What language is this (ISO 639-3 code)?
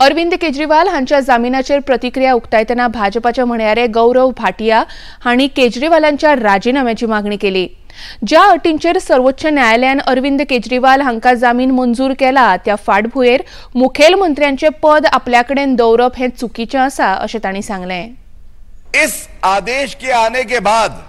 kok